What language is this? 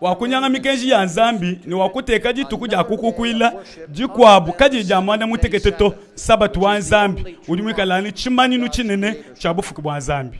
Luba-Lulua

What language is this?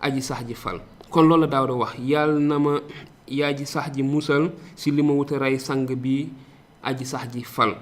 Wolof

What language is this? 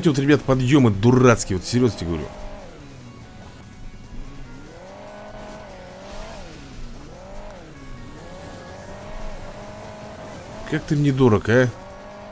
Russian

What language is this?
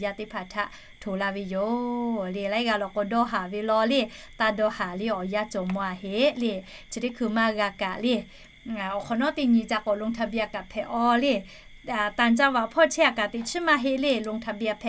Lahu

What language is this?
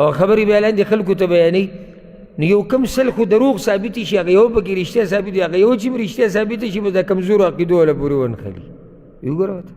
Pashto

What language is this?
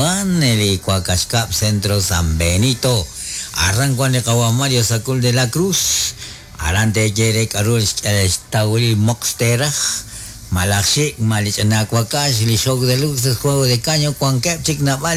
Kekchí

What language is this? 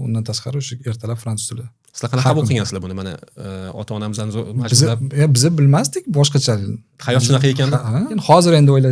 Uzbek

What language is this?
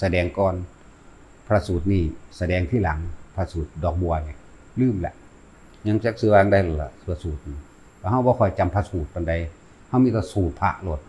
Northeastern Thai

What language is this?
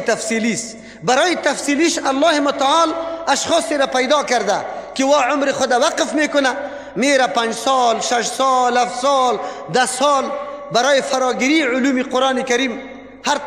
Persian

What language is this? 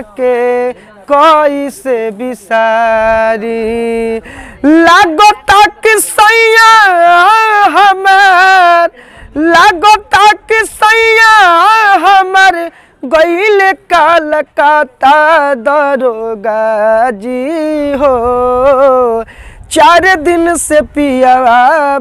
Bhojpuri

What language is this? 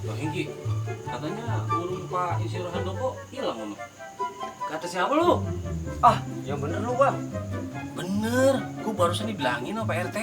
Betawi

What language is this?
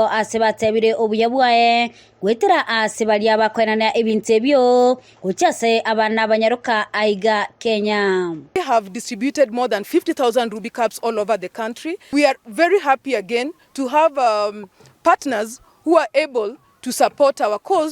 Gusii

